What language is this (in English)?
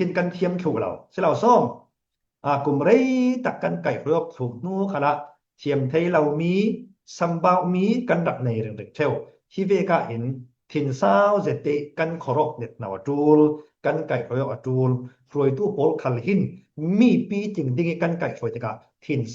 Falam Chin